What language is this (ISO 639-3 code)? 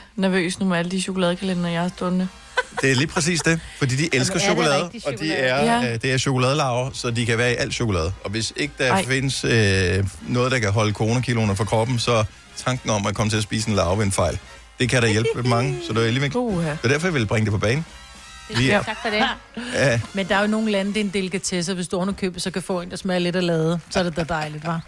dan